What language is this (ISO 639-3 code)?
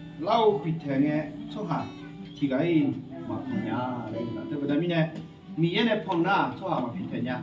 ahk